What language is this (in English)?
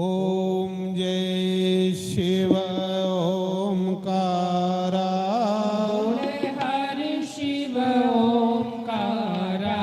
Dogri